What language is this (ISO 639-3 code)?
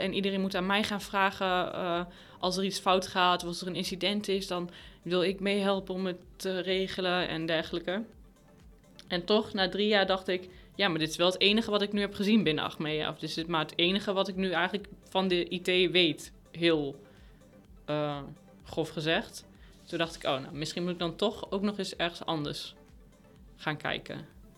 nld